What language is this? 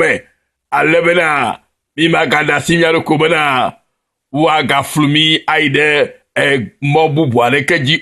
Ewe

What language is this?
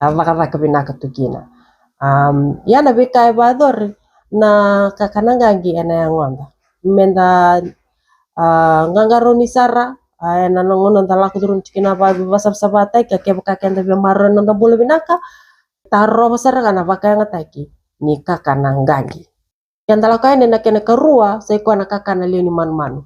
Fijian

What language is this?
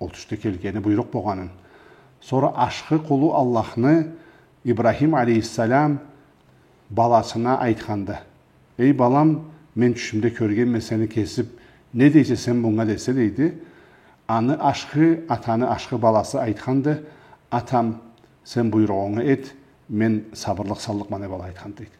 Karachay-Balkar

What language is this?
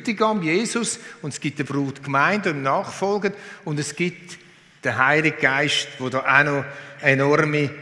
Swiss German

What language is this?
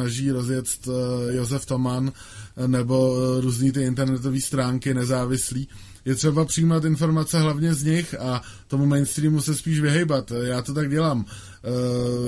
Czech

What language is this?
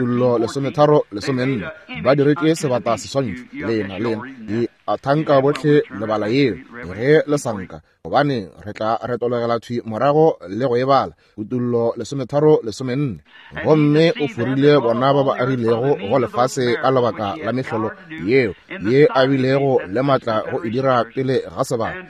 Northern Sotho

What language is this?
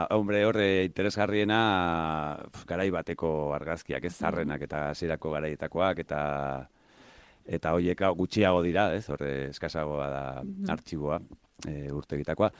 Basque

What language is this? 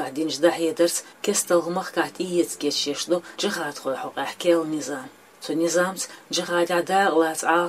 Chechen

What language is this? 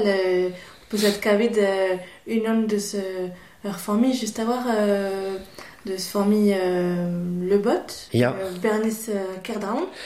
Breton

